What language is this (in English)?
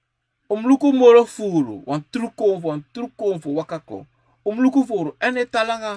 Sranan Tongo